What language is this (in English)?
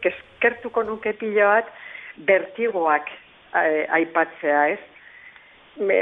Basque